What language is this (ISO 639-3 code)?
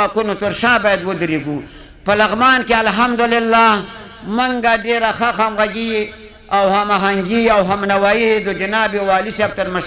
pus